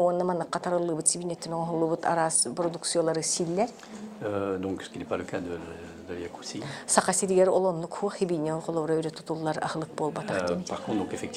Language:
Yakut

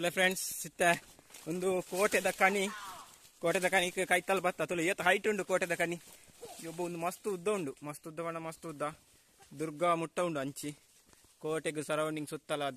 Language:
Tulu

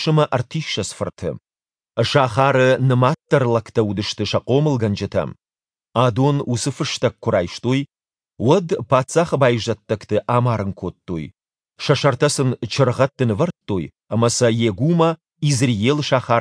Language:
Ossetic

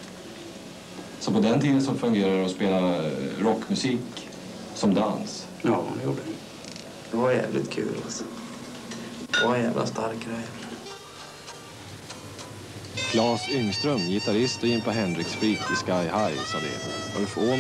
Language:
Swedish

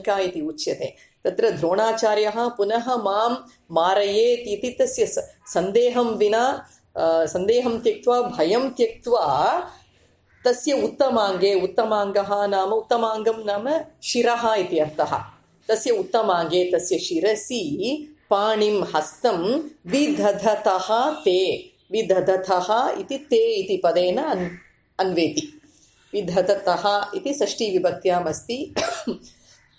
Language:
Sanskrit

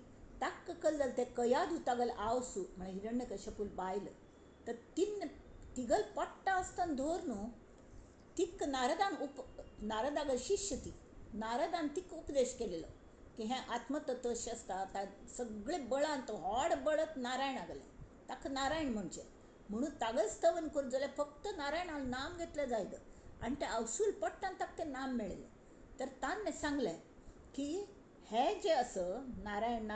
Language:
Konkani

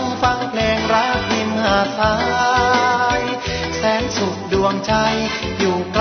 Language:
Thai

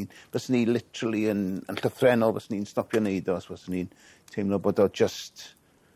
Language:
Welsh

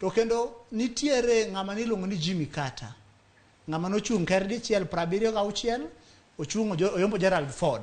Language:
Luo (Kenya and Tanzania)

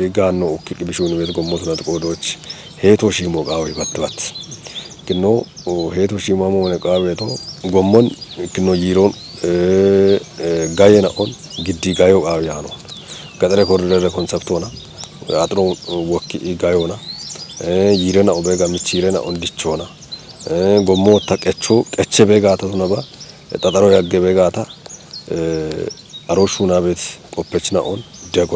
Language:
Kafa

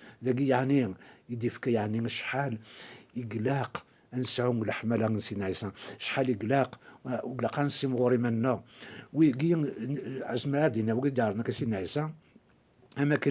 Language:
Kabyle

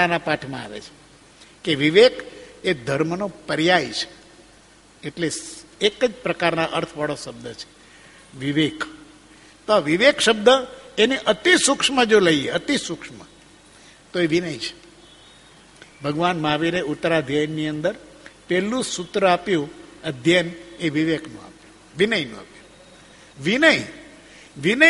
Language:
Gujarati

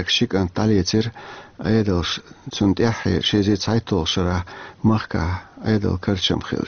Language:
Chechen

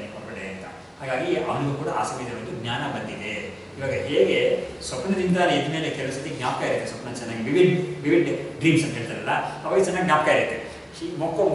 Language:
Kannada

